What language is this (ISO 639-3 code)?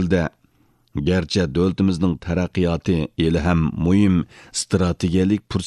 uig